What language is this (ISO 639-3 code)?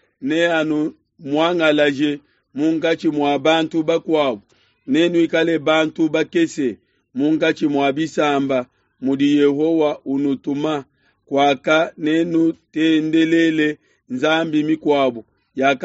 lua